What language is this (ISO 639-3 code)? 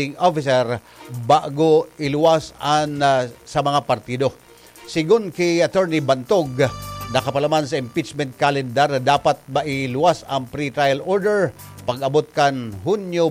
bik